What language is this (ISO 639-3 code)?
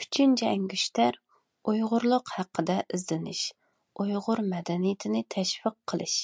uig